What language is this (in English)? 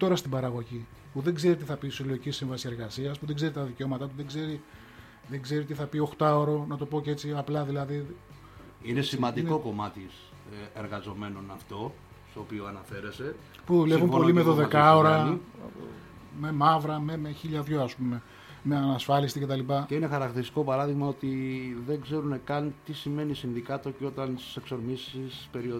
Greek